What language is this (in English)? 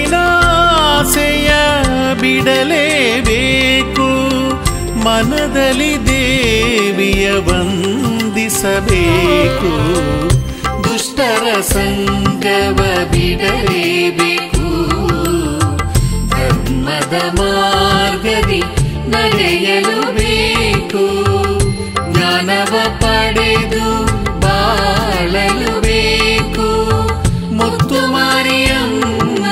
Kannada